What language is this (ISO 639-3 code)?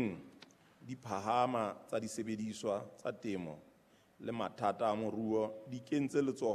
sot